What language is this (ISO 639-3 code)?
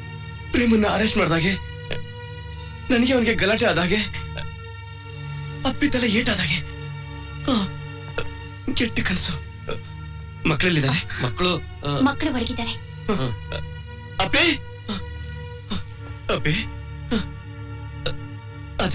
kan